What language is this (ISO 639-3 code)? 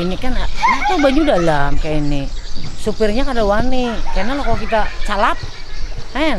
bjn